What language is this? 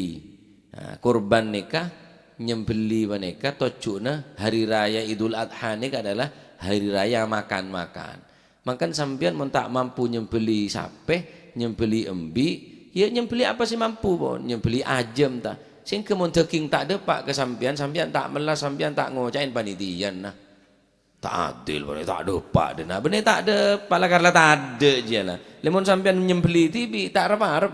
Madurese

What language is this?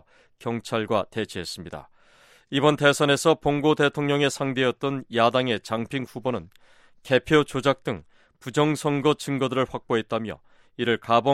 Korean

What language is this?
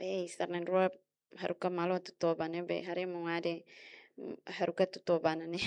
Tetum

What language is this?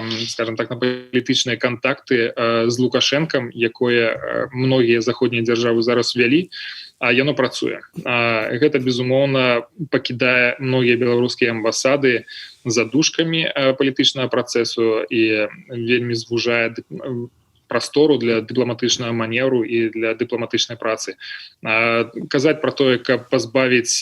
Belarusian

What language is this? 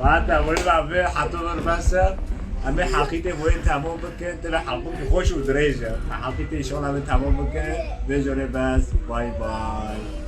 Kurdish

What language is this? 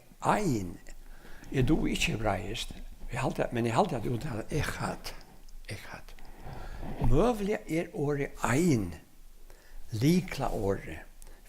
Faroese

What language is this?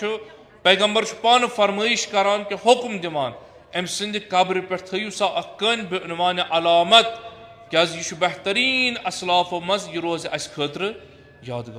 Kashmiri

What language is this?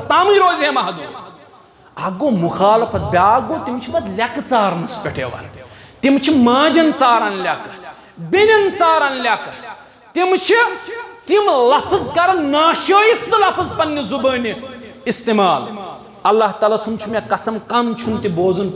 Kashmiri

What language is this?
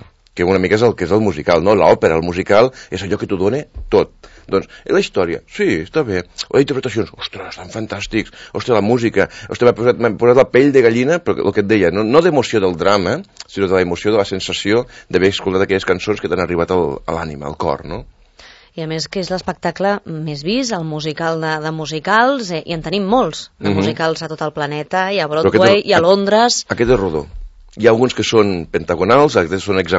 Catalan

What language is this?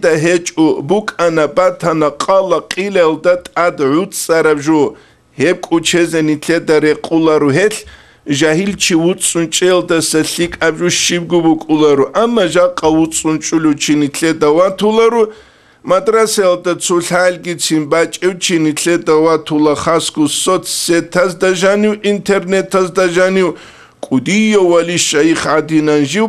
Avaric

